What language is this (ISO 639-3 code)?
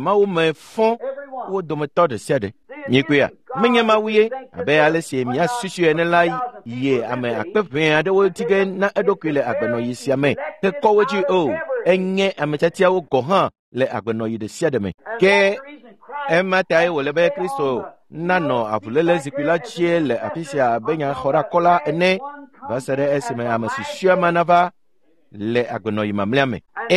ewe